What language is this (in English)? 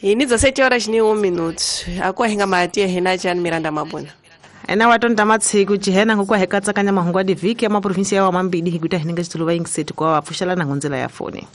Tsonga